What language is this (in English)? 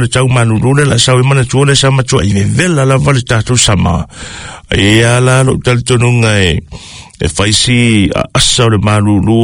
Samoan